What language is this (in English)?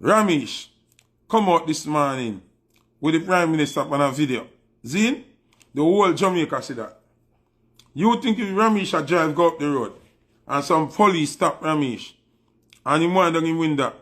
Jamaican Creole English